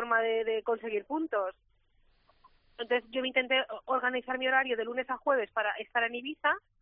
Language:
Spanish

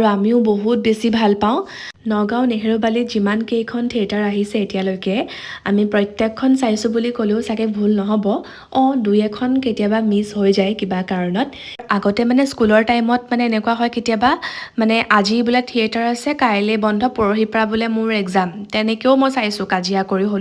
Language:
Assamese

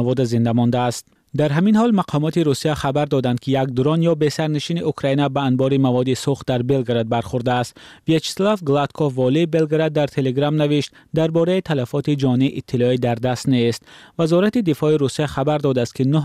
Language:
Persian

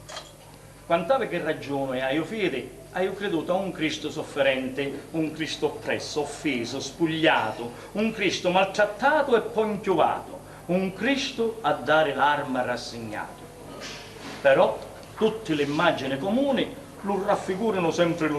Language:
Sicilian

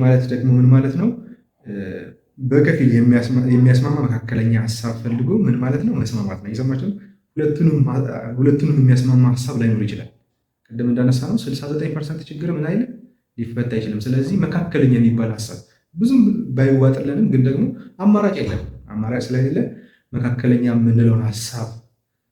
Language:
Amharic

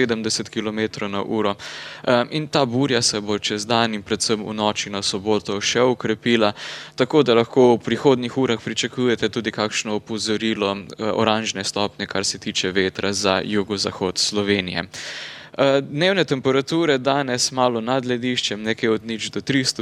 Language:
Slovenian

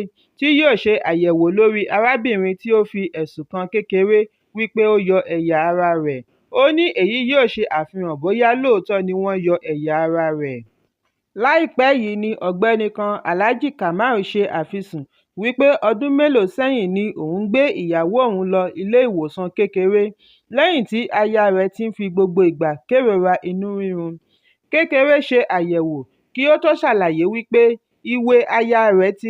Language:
Yoruba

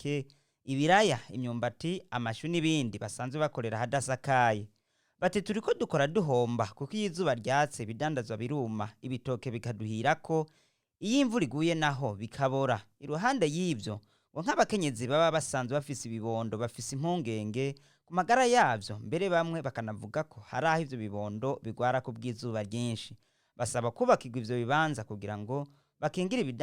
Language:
Rundi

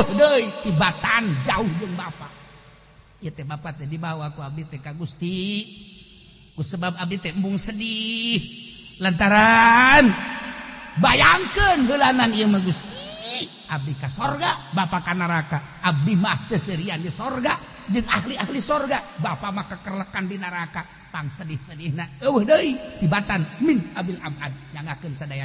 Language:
Sundanese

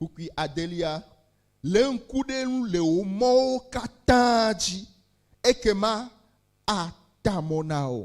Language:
Ewe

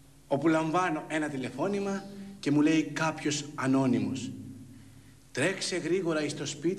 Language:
Greek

